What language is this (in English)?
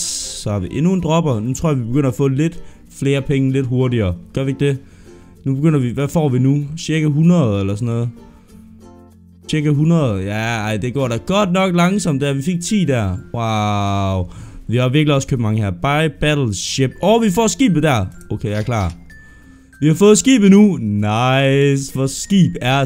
Danish